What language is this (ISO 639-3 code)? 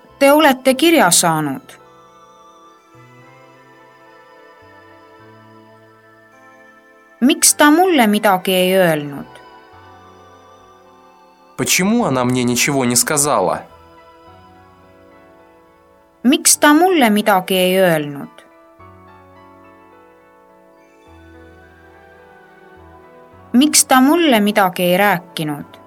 est